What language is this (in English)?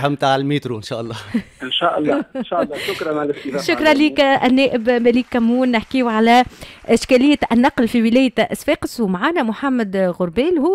Tunisian Arabic